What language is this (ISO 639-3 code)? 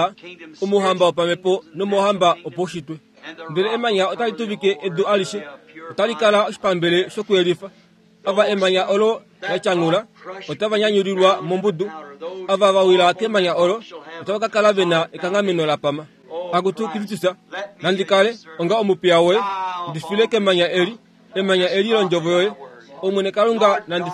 kua